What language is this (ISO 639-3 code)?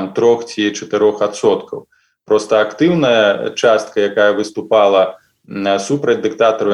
bel